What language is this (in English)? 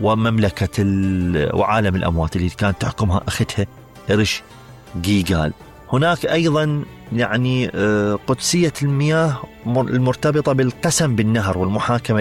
Mesopotamian Arabic